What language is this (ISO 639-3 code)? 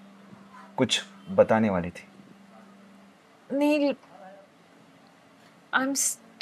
hin